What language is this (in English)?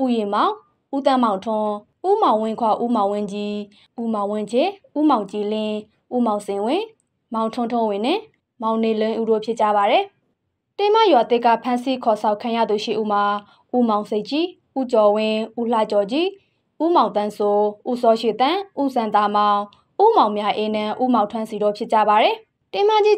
Burmese